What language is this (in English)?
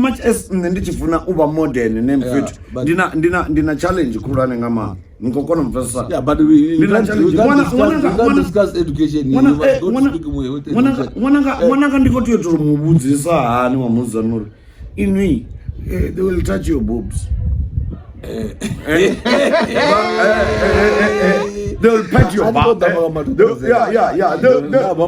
Venda